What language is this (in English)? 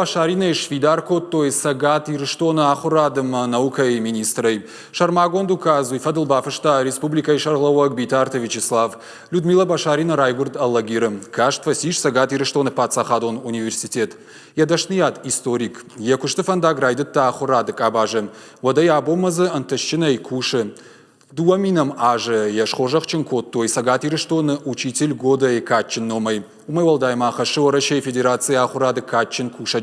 Ossetic